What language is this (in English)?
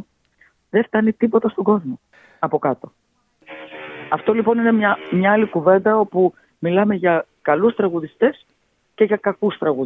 Greek